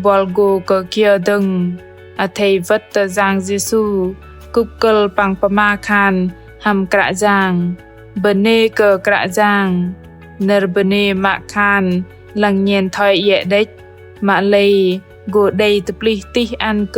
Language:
Bahnar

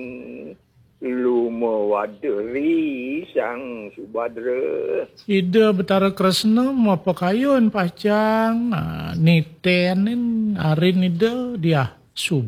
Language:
Balinese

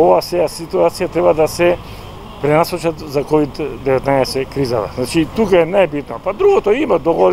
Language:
Macedonian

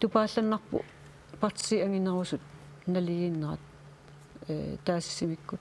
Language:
Kalaallisut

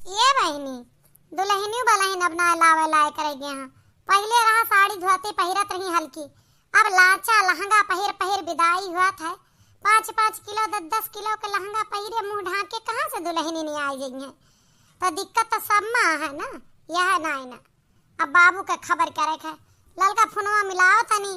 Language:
Awadhi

